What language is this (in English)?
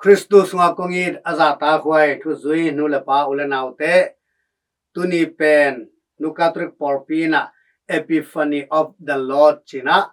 Tedim Chin